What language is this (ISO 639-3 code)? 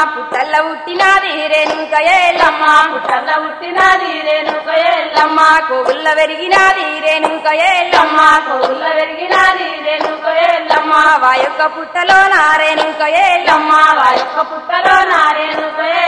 tel